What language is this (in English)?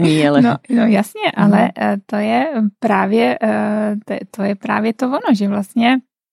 Czech